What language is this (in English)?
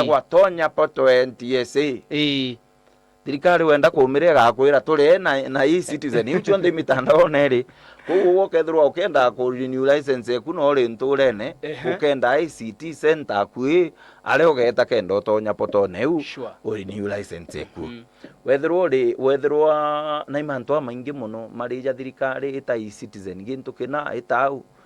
Meru